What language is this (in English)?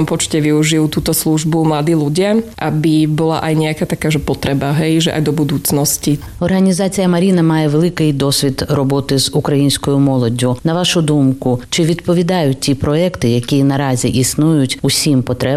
Slovak